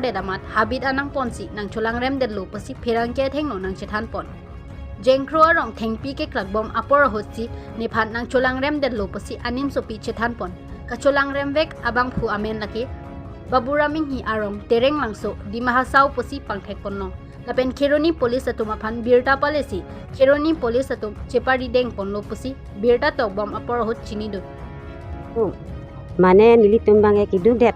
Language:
Karbi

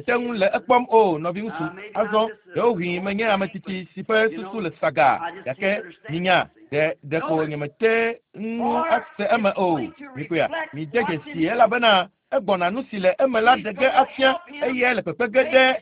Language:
Ewe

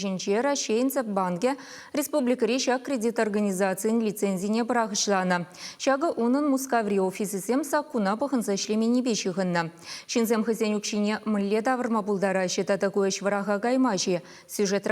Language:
Chuvash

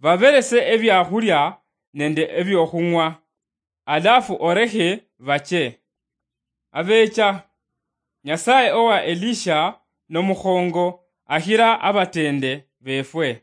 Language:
Luyia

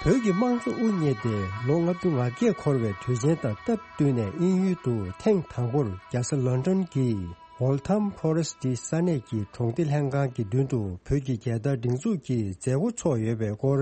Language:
Tibetan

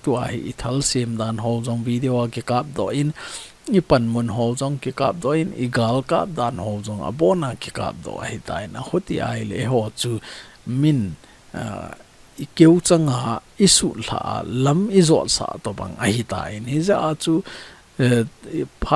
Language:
Thado Chin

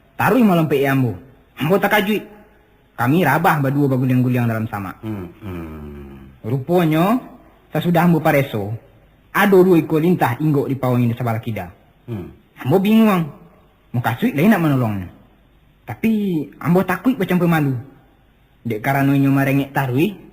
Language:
Minangkabau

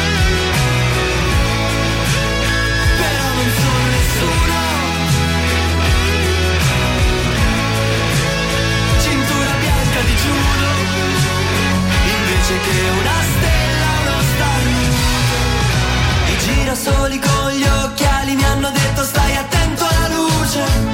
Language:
Italian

